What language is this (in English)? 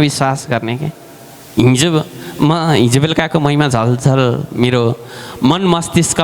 Nepali